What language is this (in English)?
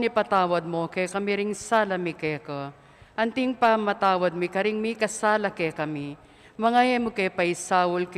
Pampanga